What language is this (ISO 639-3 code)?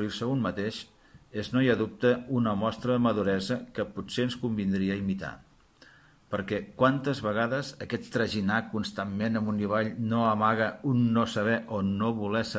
cat